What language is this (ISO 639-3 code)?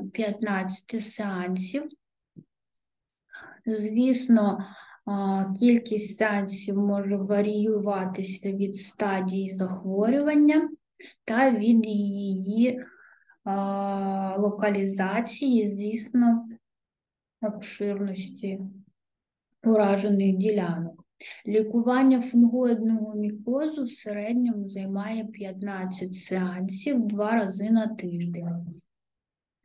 ukr